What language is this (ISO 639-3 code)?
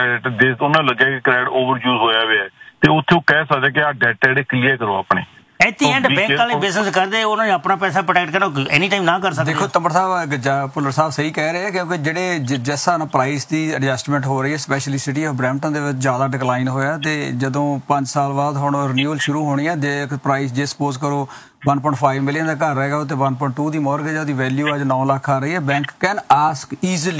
pan